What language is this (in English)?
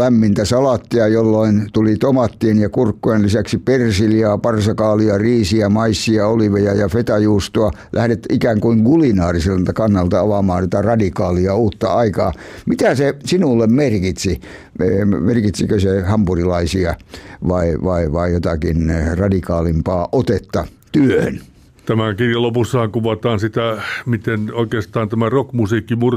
Finnish